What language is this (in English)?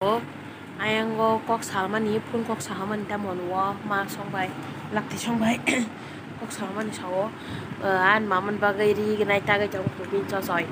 Kok Borok